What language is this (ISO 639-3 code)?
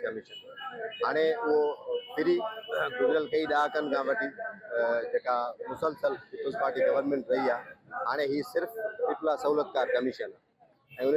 snd